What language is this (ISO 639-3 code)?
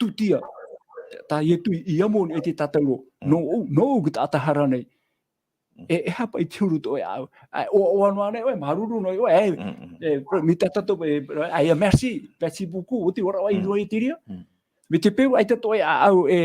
tah